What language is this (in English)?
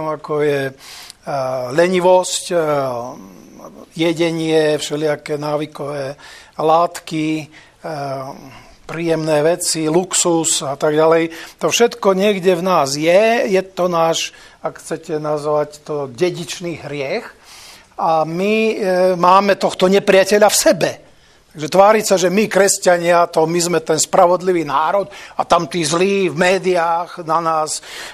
Slovak